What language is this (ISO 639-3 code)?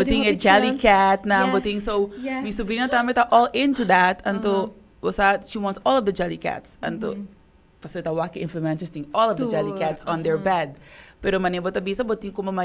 pap